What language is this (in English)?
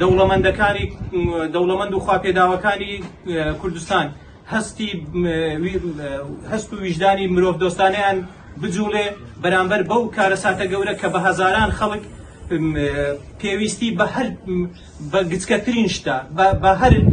Central Kurdish